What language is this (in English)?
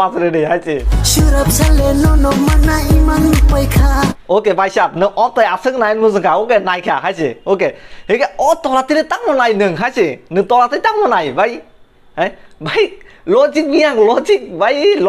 Kok Borok